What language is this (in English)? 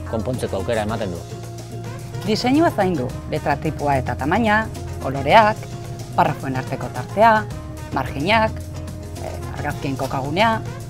Basque